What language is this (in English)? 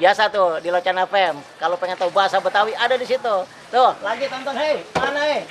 Betawi